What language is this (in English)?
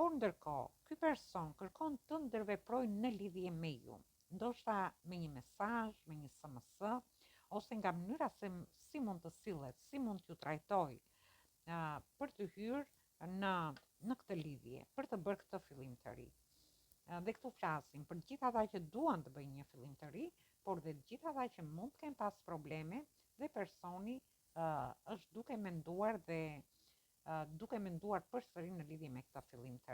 Albanian